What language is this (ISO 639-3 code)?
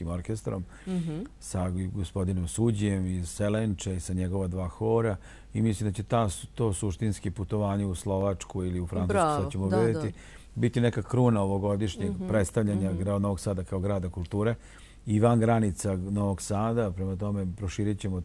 srp